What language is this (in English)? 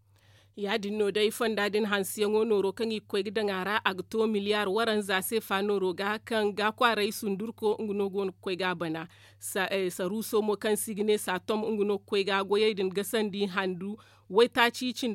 Zarma